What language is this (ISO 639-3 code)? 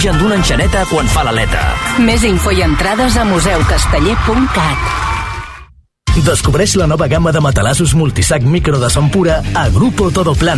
cat